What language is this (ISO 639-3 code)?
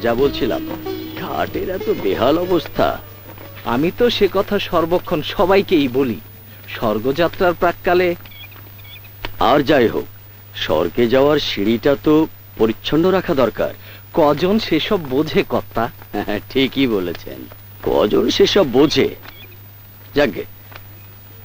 ben